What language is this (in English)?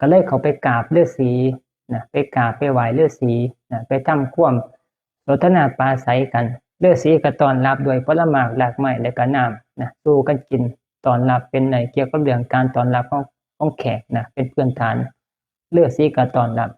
Northeastern Thai